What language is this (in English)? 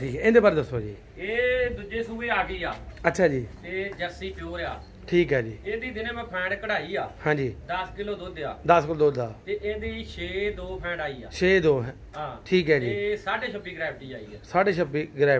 Punjabi